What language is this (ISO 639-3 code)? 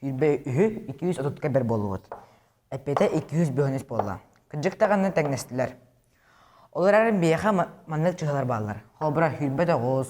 sah